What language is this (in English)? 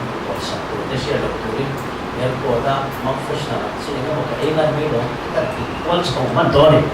Mizo